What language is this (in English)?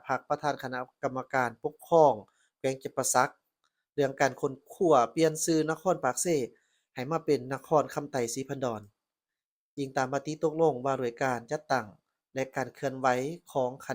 Lao